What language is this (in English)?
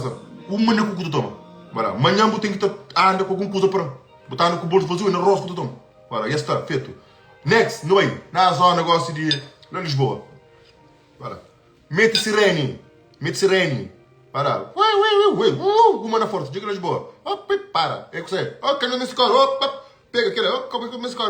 Kabuverdianu